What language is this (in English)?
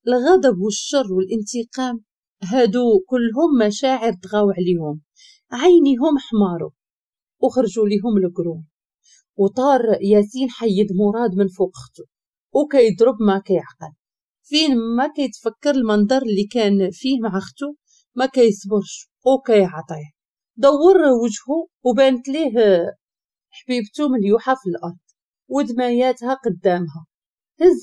Moroccan Arabic